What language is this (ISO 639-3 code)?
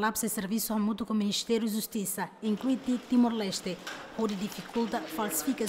tet